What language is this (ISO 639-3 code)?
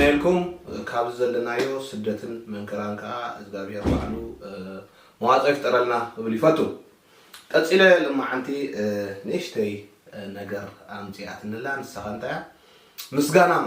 tir